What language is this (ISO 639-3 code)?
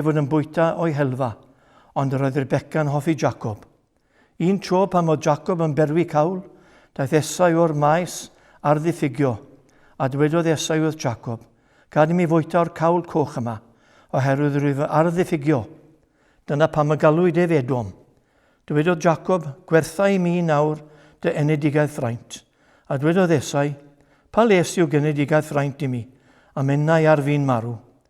cym